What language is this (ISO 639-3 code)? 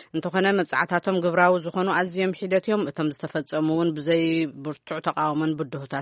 tir